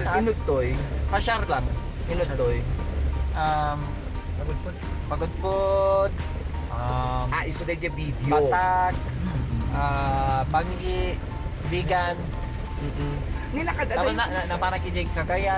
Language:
Iloko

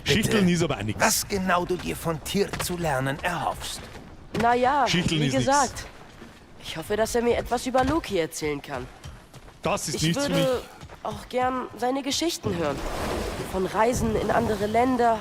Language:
Bavarian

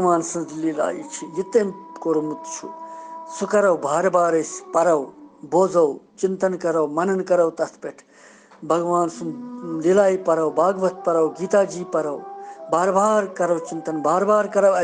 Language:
Kashmiri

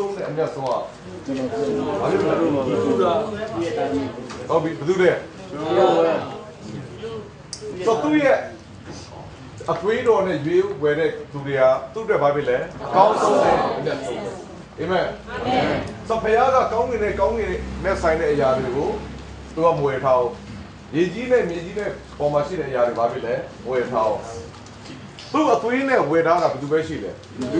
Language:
Burmese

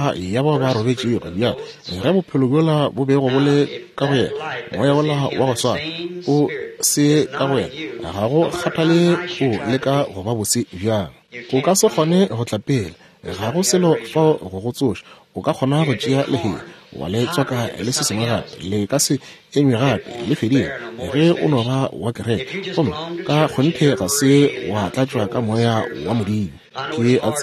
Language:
Northern Sotho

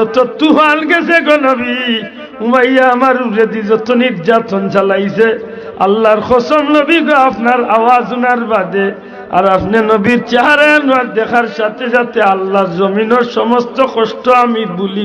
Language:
Sylheti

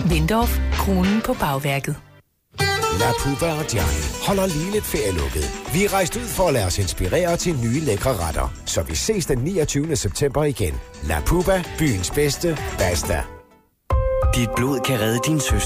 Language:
Danish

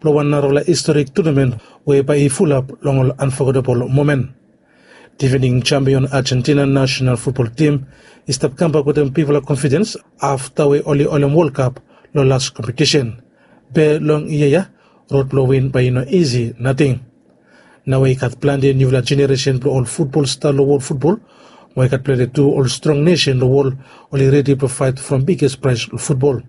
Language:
Bislama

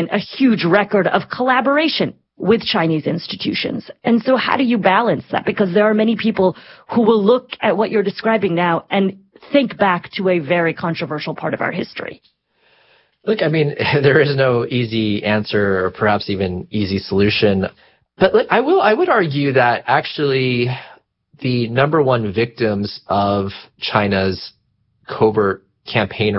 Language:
English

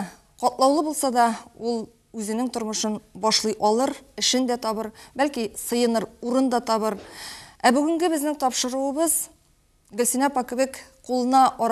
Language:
Tatar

